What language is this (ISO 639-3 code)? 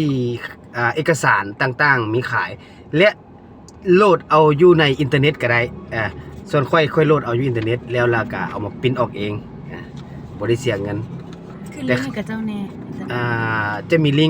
lao